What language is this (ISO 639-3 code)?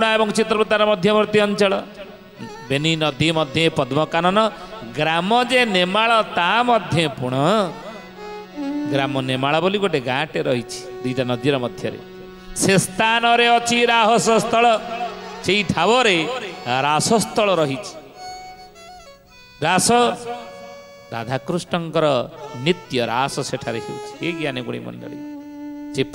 ori